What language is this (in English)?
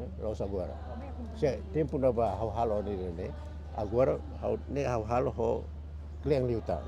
Tetum